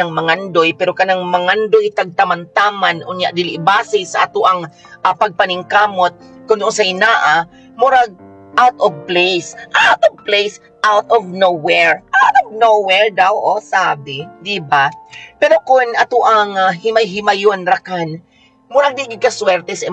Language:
Cebuano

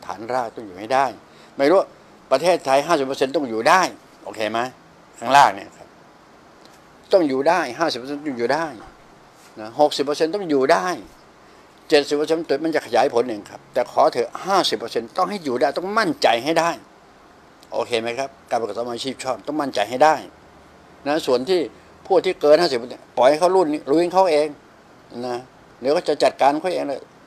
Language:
Thai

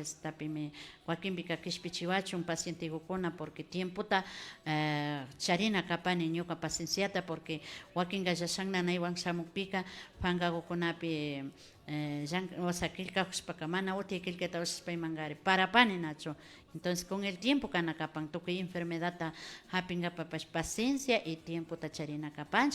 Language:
Imbabura Highland Quichua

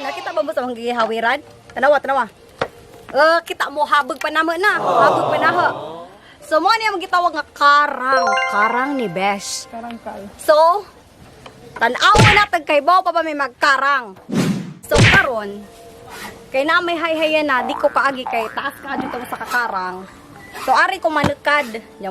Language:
Cebuano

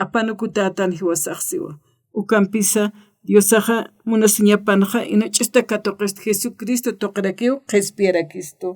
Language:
Aymara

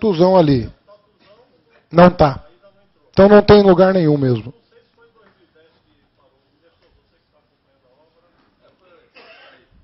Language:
Portuguese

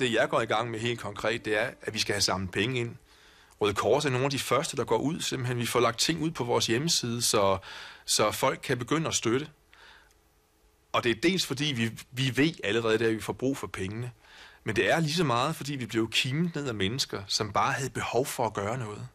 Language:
Danish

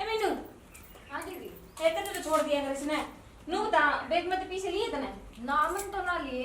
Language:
Haryanvi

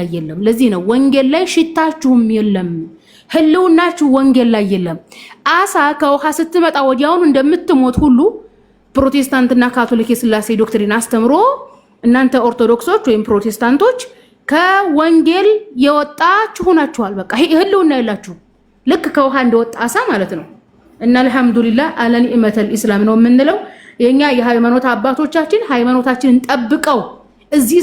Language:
Amharic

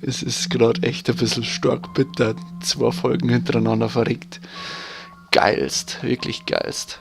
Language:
Bavarian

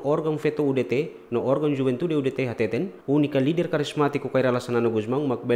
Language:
Tetum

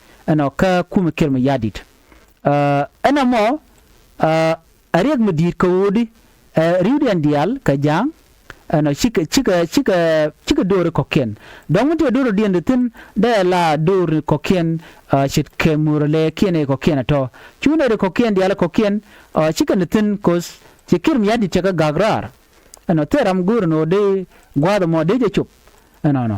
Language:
Nuer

